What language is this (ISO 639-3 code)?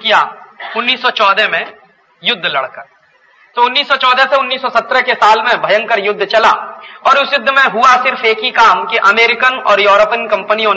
hin